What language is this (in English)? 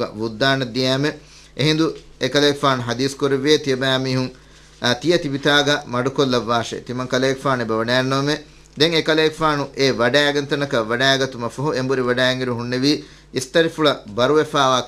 Divehi